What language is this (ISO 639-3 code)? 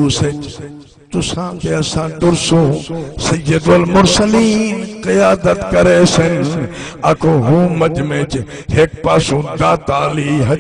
skr